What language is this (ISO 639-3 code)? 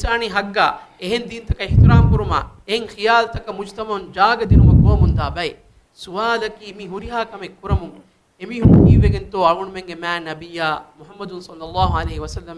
div